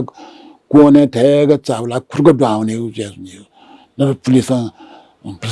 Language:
Newari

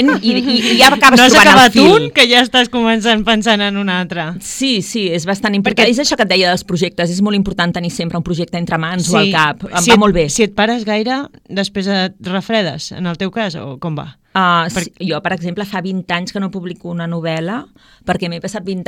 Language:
Catalan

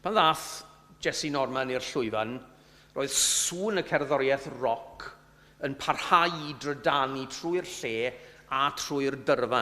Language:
Welsh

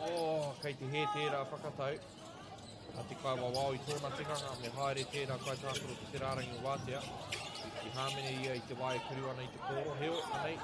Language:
Māori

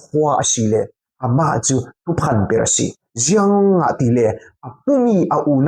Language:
Falam Chin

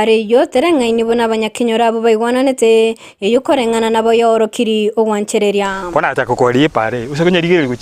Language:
Gusii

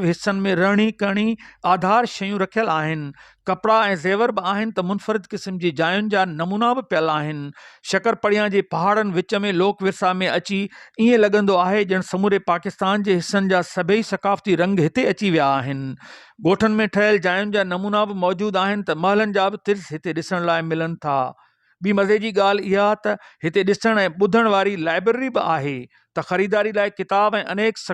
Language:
Sindhi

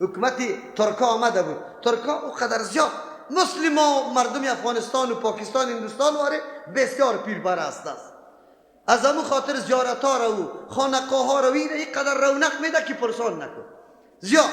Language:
Persian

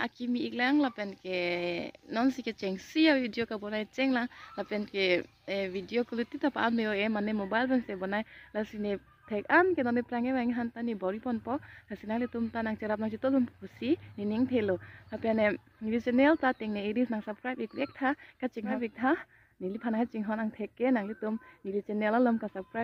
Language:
Karbi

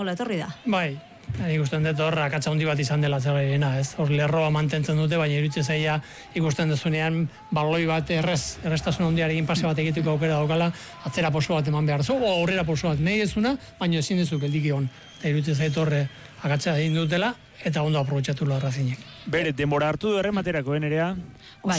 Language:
Basque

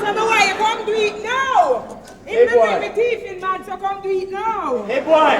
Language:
Jamaican Creole English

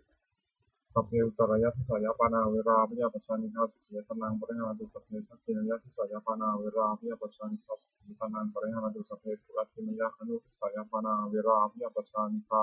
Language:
Pali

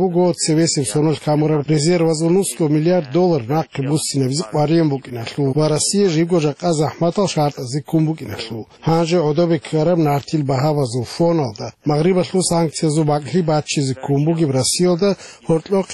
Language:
Avaric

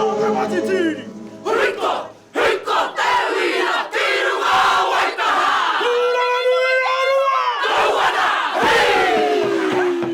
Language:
Māori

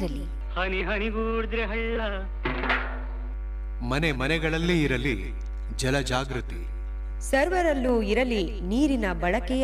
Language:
Kannada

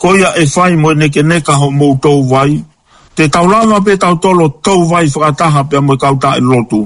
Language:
Tongan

